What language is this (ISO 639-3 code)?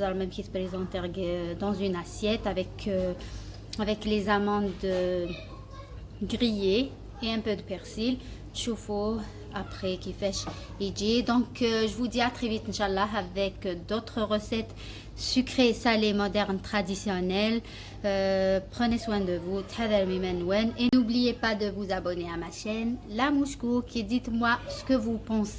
arq